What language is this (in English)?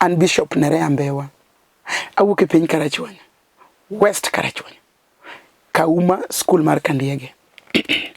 Luo (Kenya and Tanzania)